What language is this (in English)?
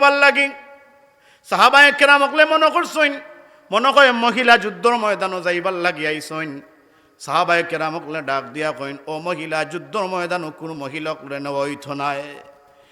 Sylheti